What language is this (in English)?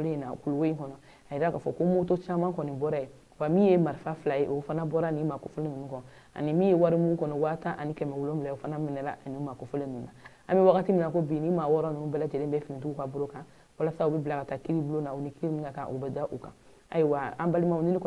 Bambara